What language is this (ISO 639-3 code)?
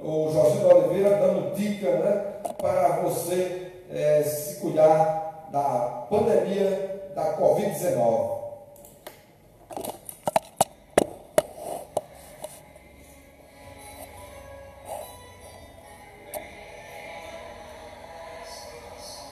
por